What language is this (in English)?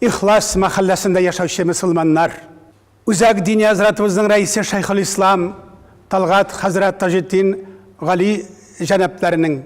Tatar